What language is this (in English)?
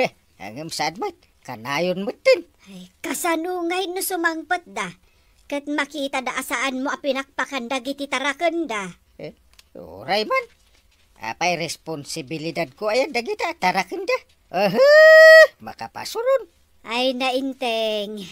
Iloko